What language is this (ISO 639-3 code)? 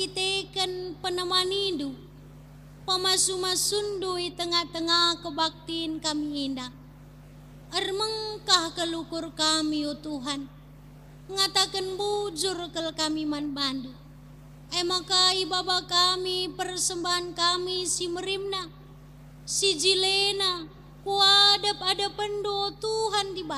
btx